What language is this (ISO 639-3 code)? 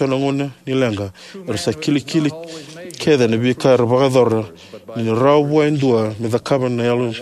fij